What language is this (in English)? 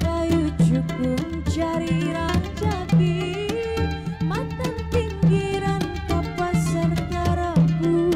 Banjar